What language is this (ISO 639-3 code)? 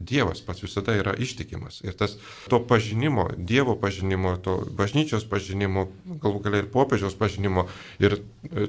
lit